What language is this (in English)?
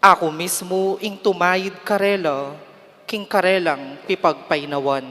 Pampanga